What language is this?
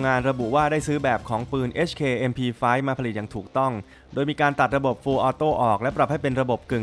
Thai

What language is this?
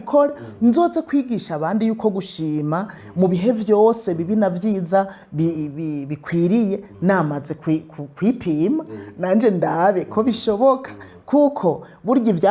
Rundi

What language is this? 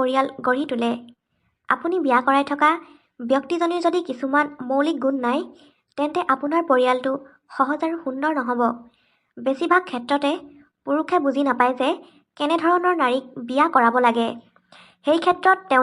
Assamese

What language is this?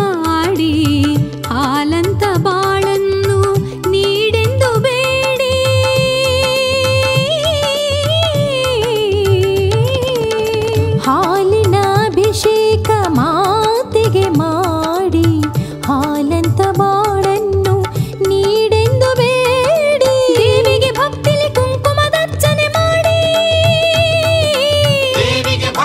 Kannada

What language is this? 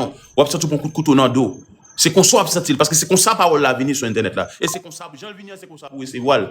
Haitian Creole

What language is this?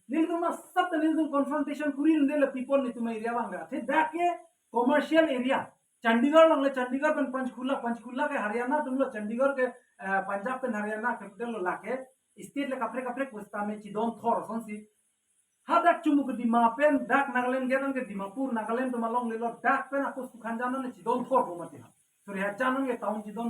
Karbi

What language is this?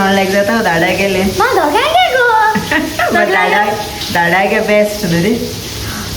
Konkani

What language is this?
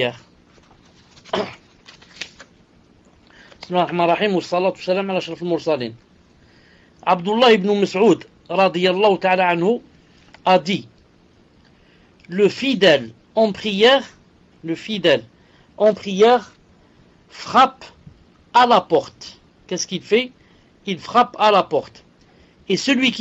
French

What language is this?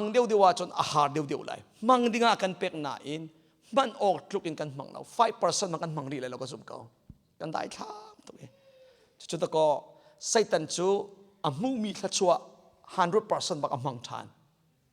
Hakha Chin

